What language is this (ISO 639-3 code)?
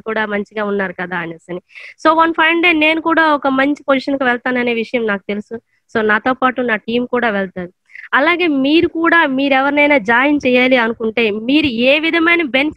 tel